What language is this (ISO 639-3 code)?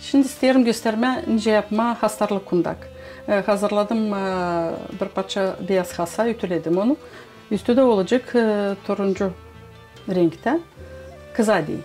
gag